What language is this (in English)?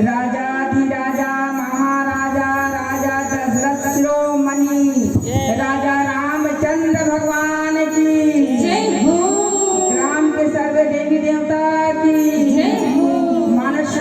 Chhattisgarhi